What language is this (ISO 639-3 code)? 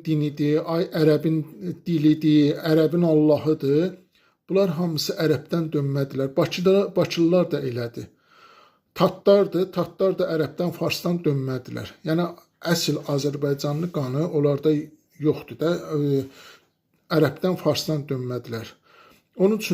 aze